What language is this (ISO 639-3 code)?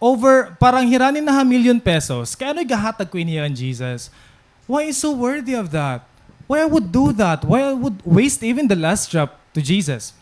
war